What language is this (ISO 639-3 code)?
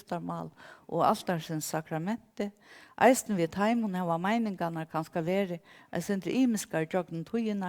fao